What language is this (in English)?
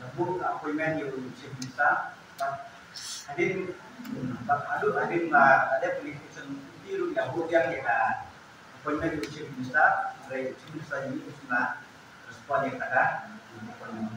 Khasi